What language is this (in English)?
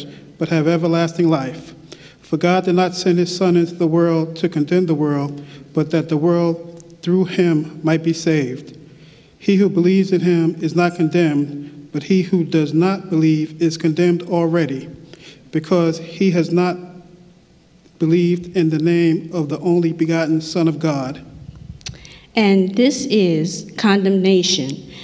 English